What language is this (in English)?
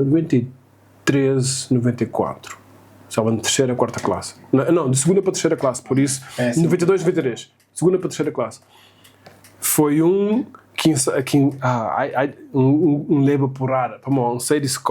Kabuverdianu